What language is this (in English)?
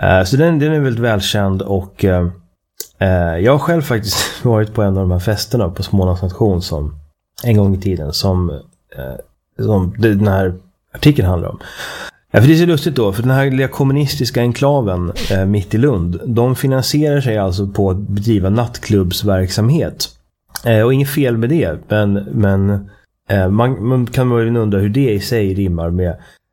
Swedish